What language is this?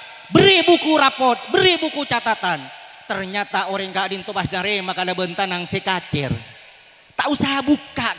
Madurese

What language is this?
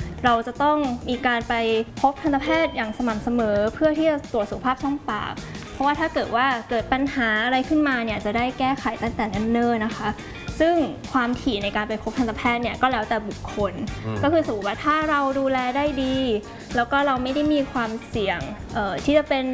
Thai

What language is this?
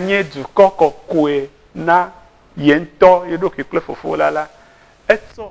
Ewe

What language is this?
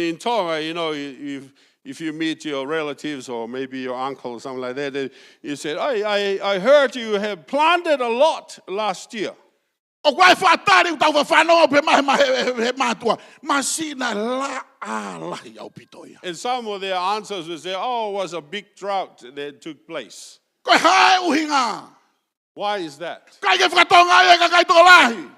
Tongan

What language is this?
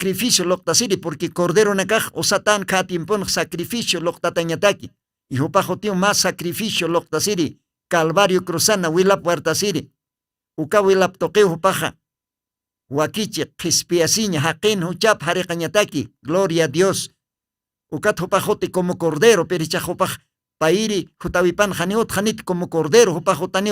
Aymara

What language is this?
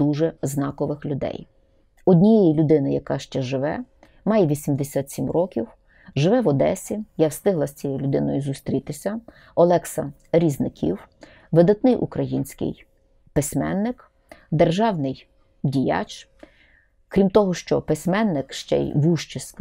Ukrainian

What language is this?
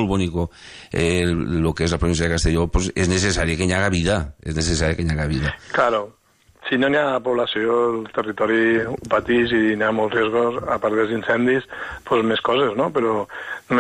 Catalan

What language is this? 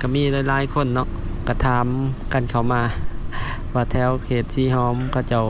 Lao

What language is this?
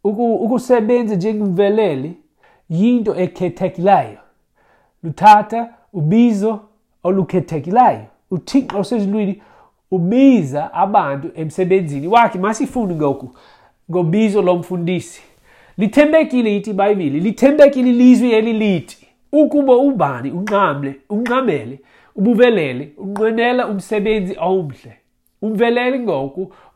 Xhosa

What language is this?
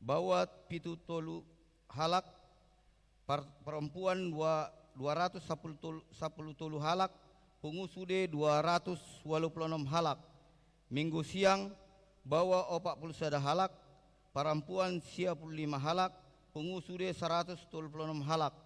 Batak Toba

